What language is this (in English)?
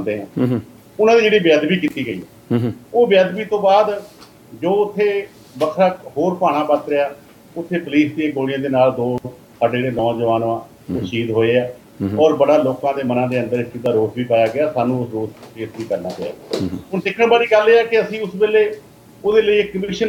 Punjabi